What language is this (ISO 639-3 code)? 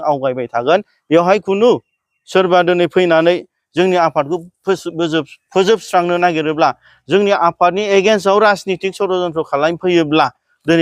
brx